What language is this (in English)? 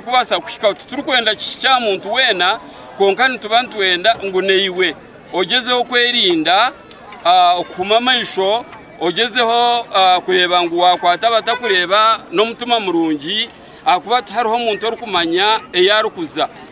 Nyankole